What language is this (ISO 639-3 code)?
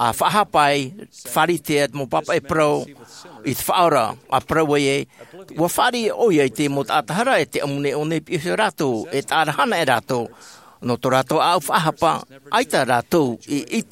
tah